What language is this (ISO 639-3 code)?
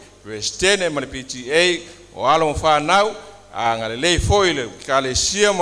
smo